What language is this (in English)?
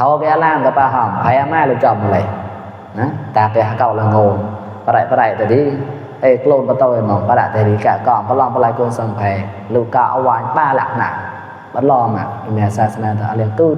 Mon